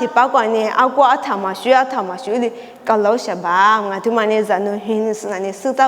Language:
Lisu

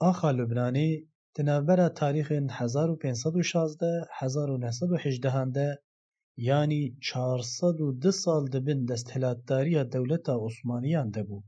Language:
Kurdish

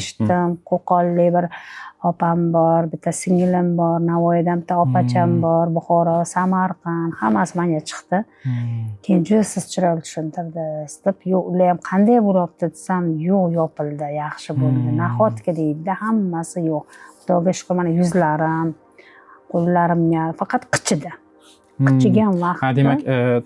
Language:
Uzbek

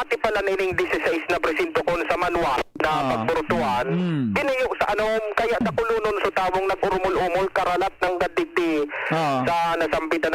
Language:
Bikol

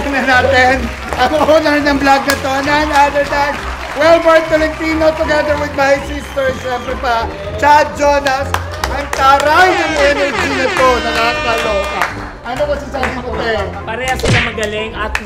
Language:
Filipino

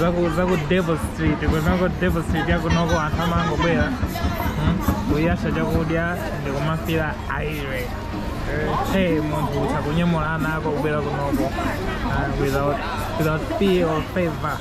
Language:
Nyanja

